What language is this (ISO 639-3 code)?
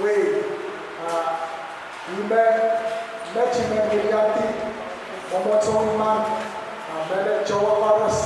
pon